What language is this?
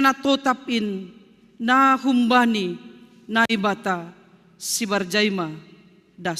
Batak Simalungun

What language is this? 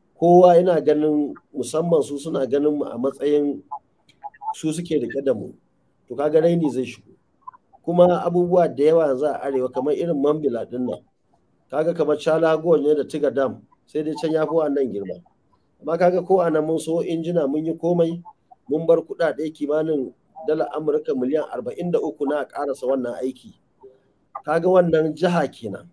Hausa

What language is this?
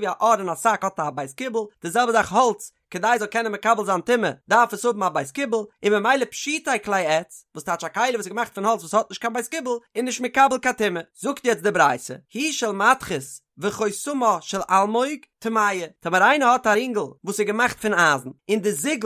Yiddish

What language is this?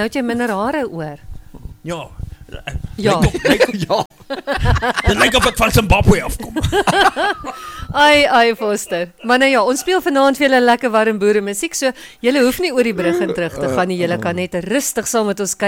Afrikaans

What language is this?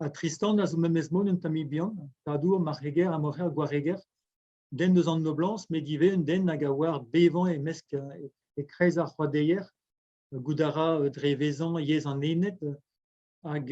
Breton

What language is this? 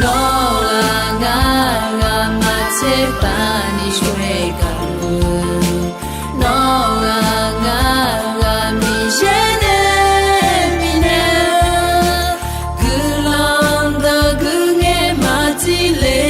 Akha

